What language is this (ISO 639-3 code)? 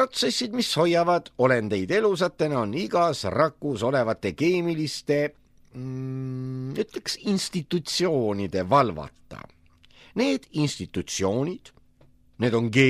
est